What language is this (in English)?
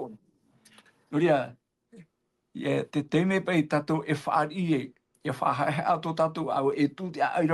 Tahitian